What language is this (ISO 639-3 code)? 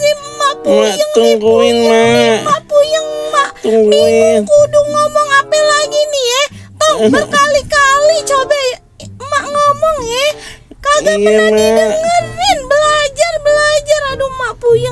bew